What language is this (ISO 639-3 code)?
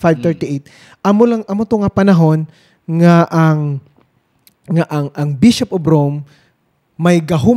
hil